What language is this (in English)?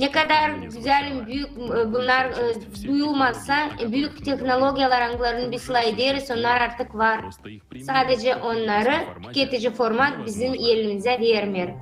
Gagauz